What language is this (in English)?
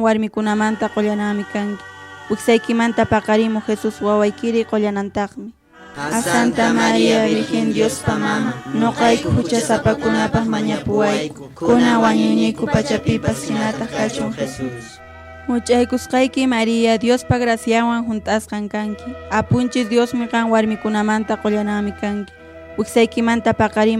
Quechua